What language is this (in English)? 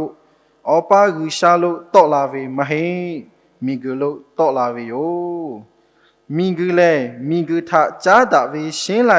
Lahu